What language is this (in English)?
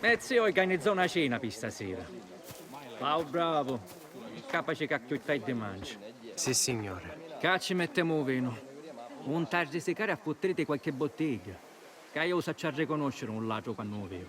Sicilian